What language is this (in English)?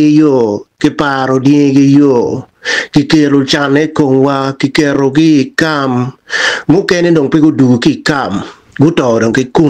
Acoli